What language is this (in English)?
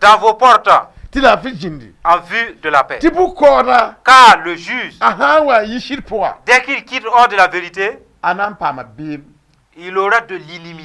Mossi